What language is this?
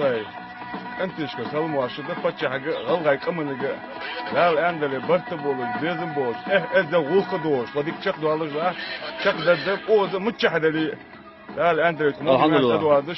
Ingush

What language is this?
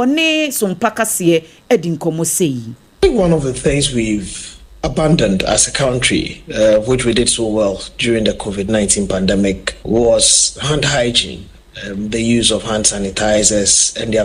Akan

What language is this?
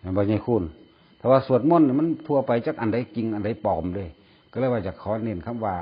Northeastern Thai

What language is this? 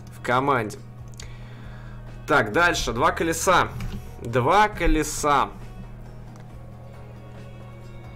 Russian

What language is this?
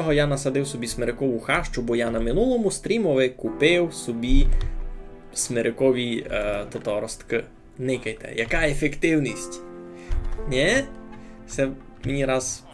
Rusyn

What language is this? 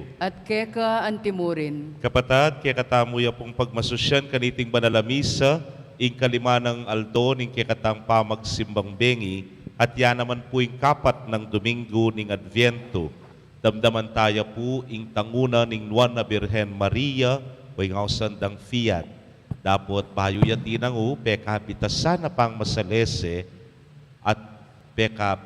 Pampanga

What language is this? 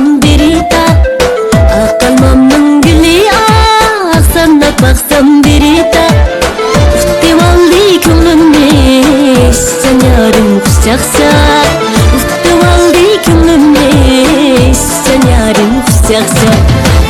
Uyghur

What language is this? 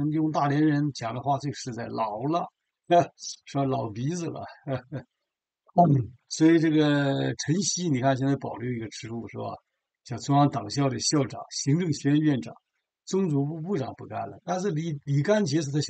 Chinese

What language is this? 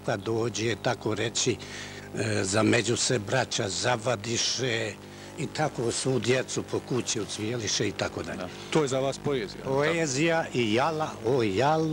Bosnian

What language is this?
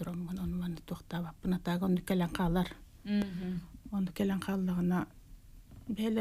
Yakut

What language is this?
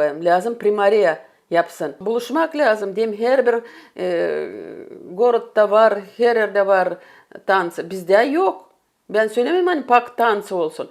Gagauz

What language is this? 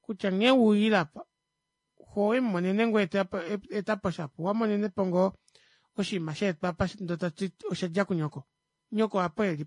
Kuanyama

